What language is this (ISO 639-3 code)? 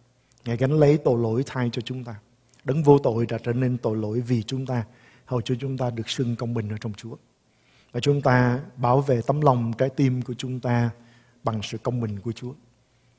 vie